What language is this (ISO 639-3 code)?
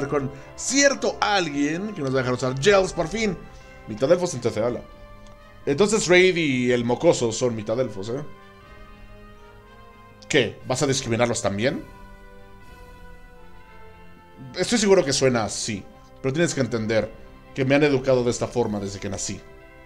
spa